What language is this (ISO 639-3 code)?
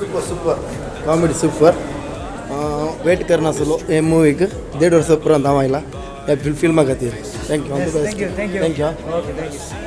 kok